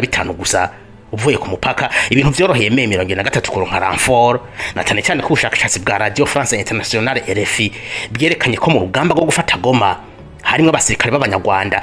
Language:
Rundi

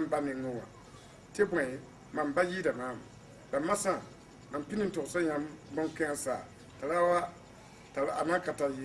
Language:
Mossi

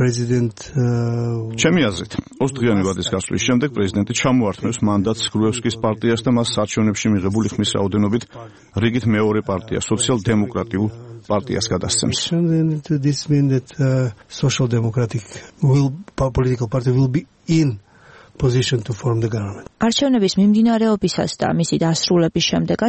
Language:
Georgian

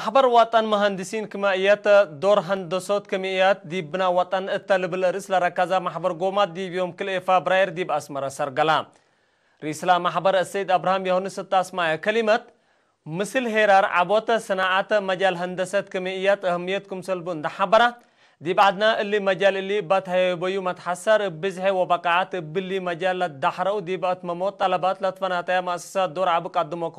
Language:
Tigre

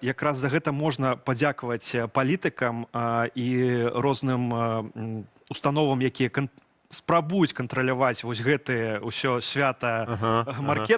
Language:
Belarusian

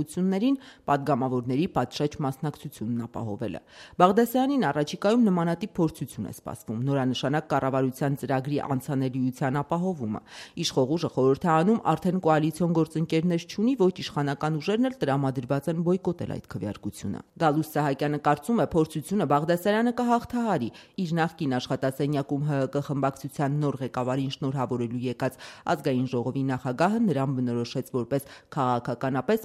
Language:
Armenian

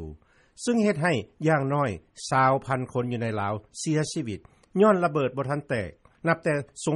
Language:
Lao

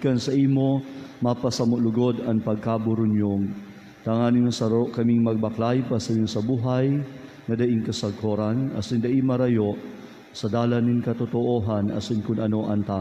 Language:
Bikol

